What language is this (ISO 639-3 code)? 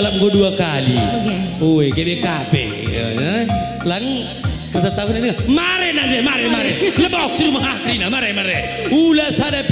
btx